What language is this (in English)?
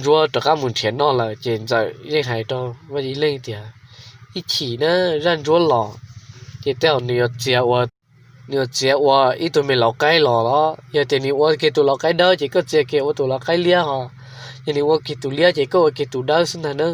Hmong